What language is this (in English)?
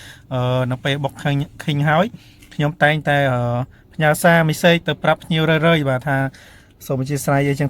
Khmer